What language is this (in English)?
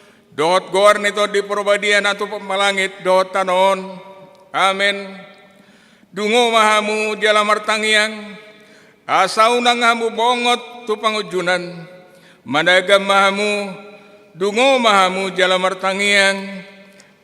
Batak Toba